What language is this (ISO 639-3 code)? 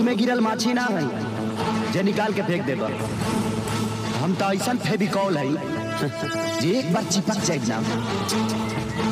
bho